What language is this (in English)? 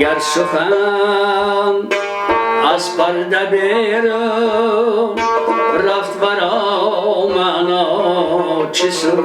Tajik